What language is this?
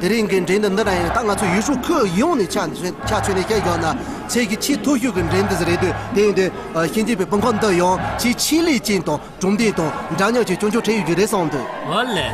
Tibetan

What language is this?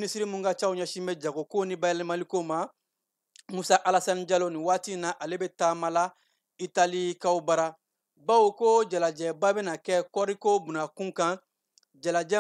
Bambara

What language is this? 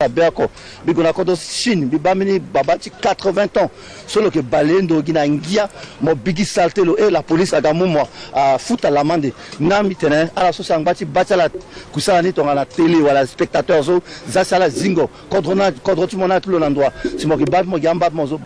Sango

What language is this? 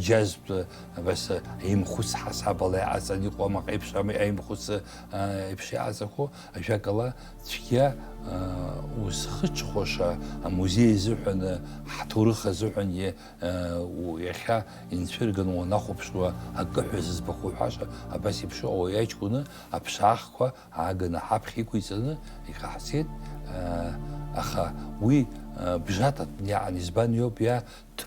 Abkhazian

